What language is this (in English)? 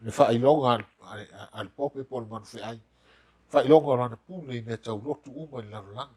Samoan